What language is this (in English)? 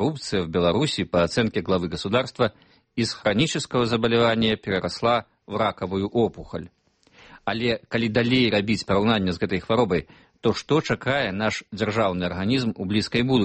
Belarusian